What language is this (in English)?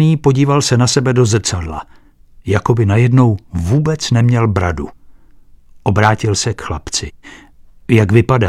Czech